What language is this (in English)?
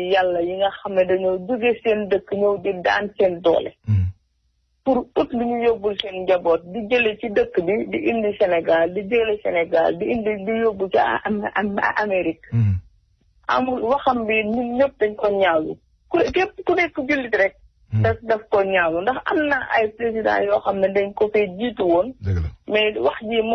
Wolof